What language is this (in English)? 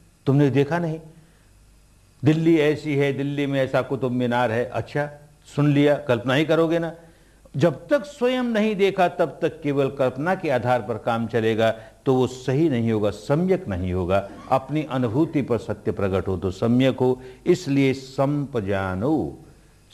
Hindi